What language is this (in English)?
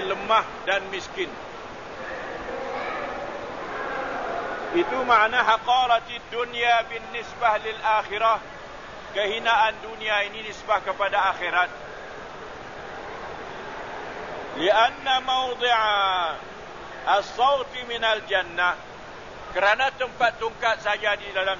Malay